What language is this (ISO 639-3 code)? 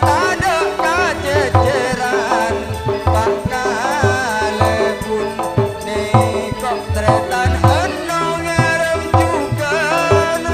mad